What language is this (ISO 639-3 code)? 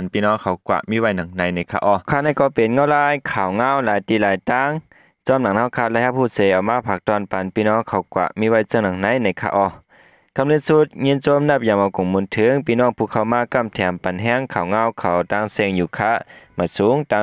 shn